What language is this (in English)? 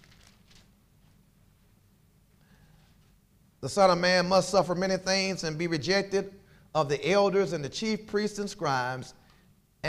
English